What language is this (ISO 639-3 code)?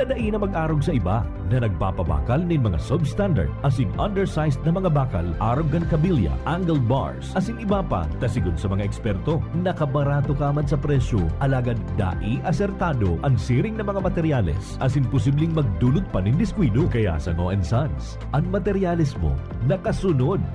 bik